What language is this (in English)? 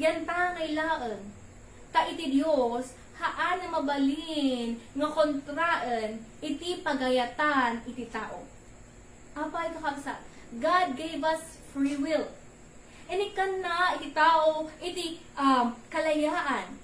Iloko